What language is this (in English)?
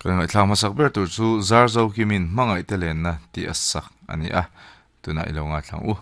Mizo